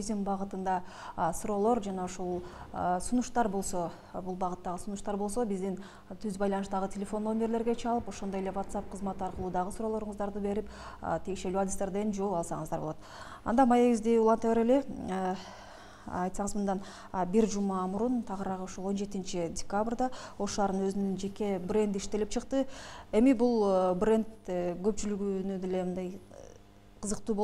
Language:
Kyrgyz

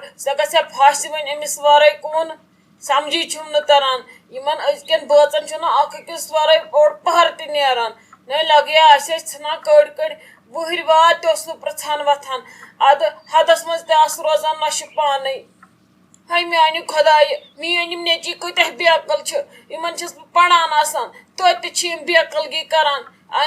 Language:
Kashmiri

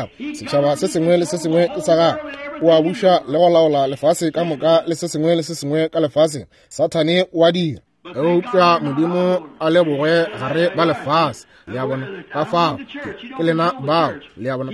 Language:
Northern Sotho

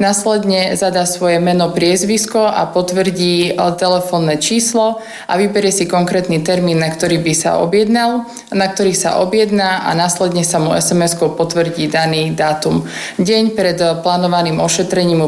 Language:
Slovak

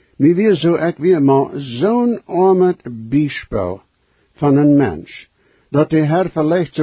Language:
Plautdietsch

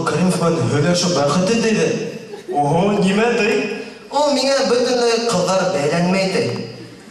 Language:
Bashkir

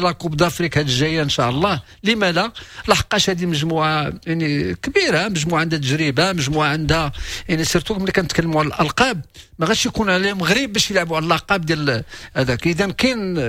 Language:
Moroccan Arabic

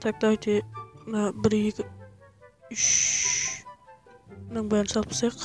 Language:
Kara-Kalpak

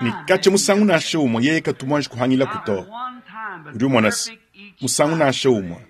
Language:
Luba-Lulua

